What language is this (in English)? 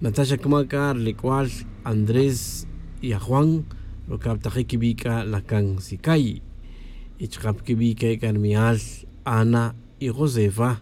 Tz'utujil